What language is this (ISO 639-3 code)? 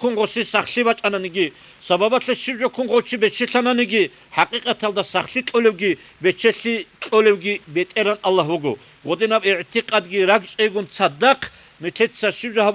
ava